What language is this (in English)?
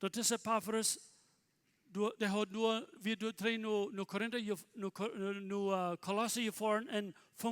Plautdietsch